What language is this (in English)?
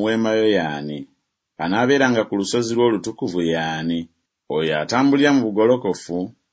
Ganda